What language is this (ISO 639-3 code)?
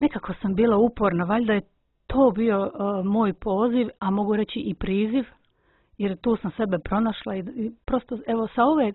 hrv